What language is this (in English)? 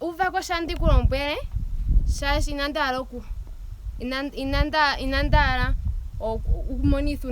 Ndonga